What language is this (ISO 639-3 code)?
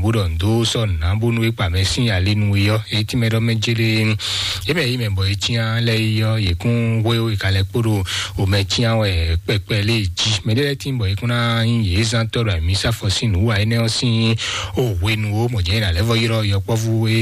fon